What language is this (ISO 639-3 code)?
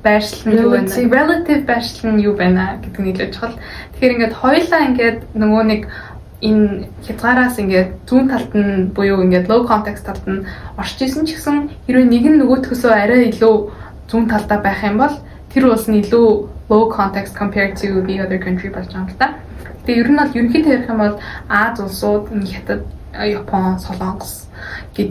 mon